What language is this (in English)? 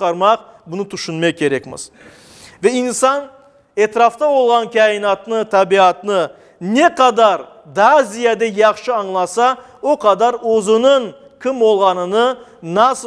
Crimean Tatar